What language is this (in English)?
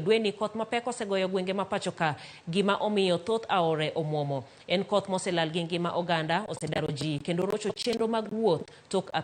Luo (Kenya and Tanzania)